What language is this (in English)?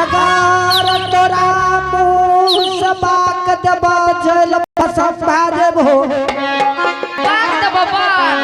Angika